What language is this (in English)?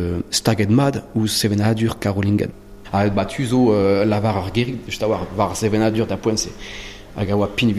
Breton